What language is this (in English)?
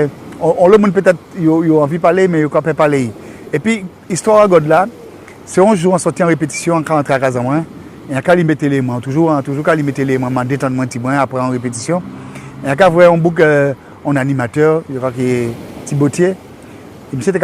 Guadeloupean Creole French